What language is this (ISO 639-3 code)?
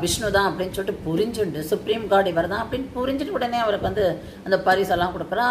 tam